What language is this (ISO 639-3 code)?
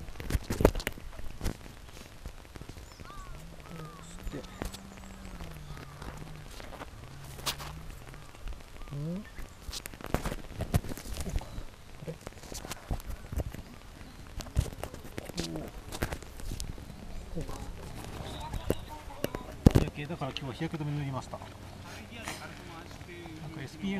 jpn